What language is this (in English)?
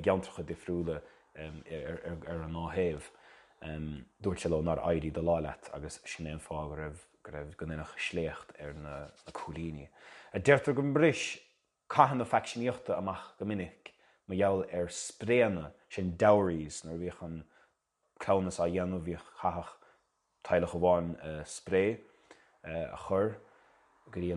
Irish